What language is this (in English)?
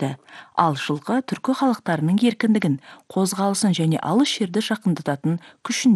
Kazakh